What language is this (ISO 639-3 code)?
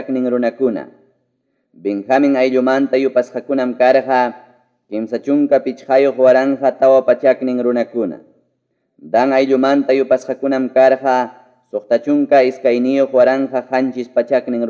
quy